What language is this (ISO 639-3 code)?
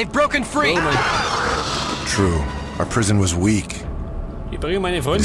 bar